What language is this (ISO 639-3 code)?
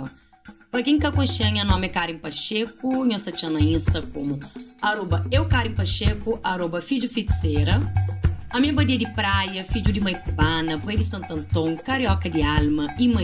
kea